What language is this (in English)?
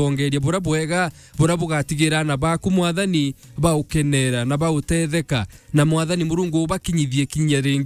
Meru